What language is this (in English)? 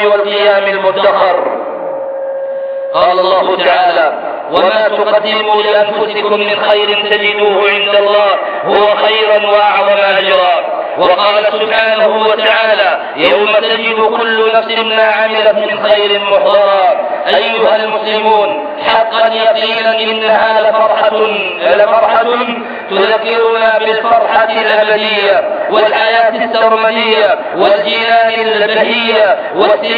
Arabic